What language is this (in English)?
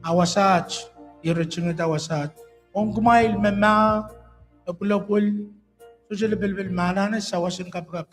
Pohnpeian